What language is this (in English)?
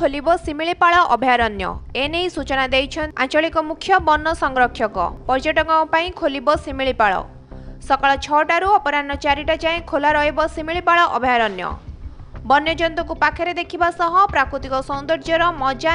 Odia